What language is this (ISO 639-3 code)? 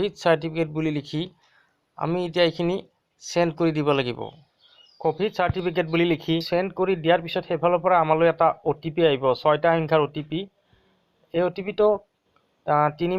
asm